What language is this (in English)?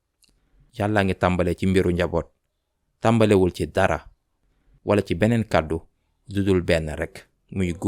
Wolof